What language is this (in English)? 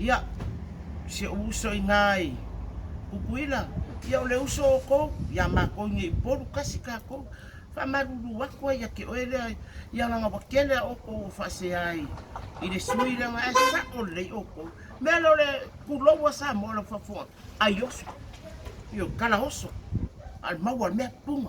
Samoan